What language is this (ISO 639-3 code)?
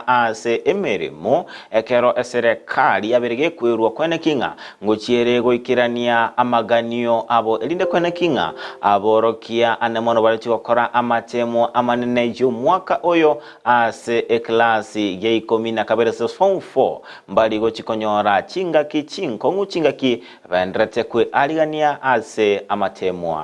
guz